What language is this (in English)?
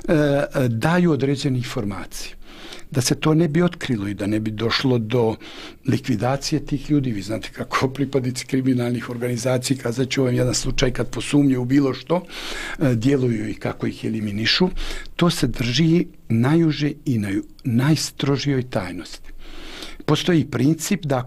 Bosnian